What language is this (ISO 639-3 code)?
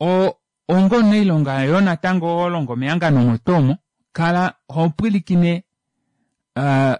kua